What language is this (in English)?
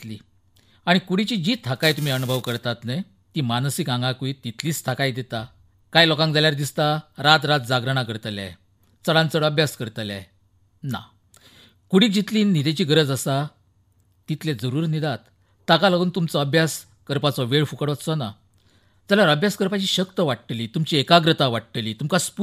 Konkani